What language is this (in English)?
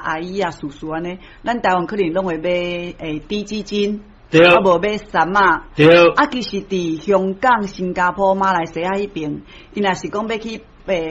Min Nan Chinese